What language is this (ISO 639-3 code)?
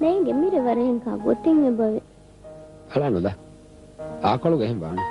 div